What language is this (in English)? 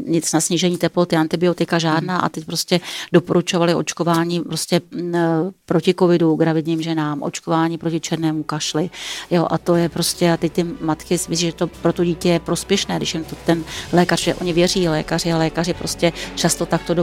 Czech